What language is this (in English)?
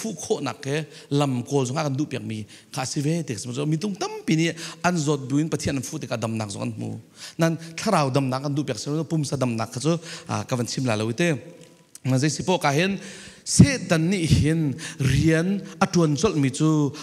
Falam Chin